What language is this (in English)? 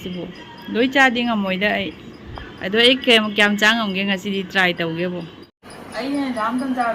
Manipuri